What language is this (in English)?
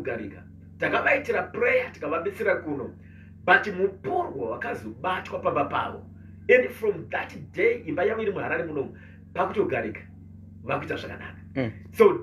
Shona